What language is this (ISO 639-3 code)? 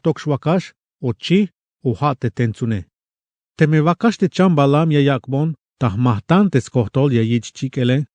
tzh